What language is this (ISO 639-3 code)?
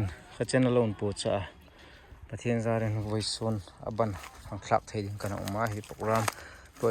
hmr